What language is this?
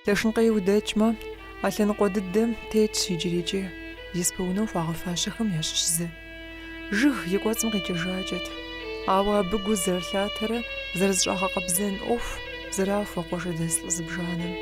Kabardian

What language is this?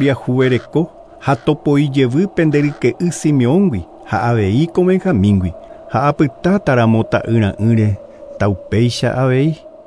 Guarani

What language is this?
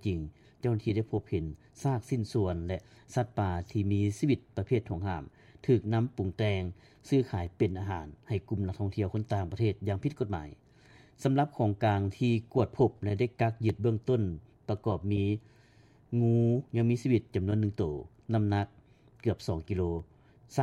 Lao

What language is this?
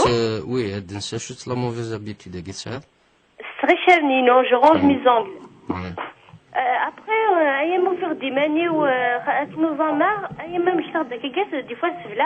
Kabyle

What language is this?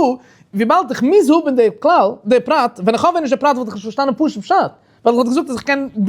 Yiddish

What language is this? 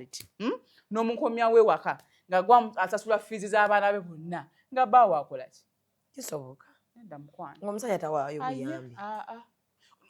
Ganda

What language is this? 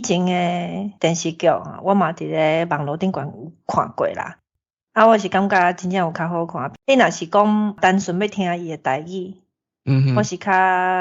Min Nan Chinese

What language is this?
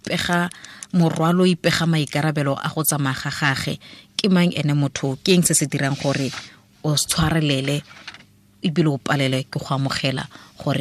Tswana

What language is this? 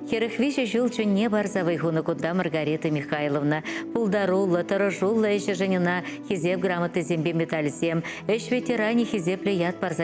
Chuvash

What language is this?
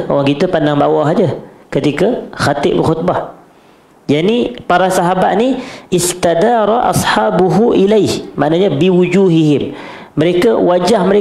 Malay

